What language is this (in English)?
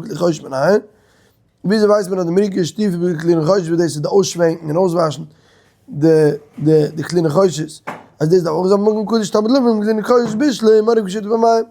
Yiddish